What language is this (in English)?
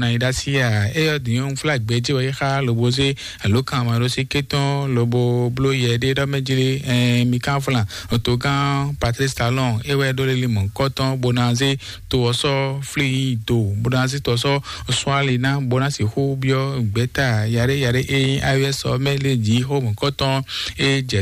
Fon